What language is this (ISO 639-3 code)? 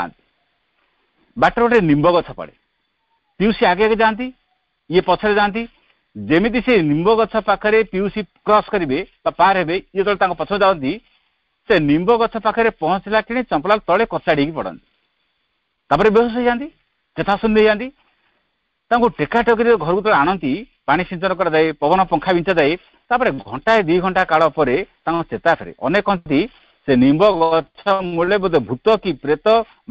ori